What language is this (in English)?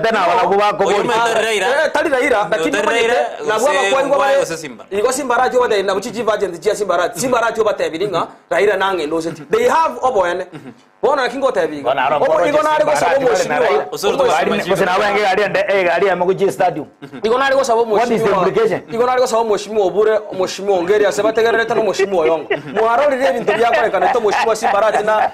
Gusii